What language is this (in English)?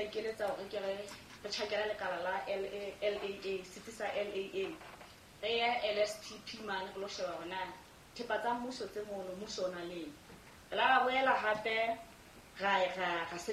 Southern Sotho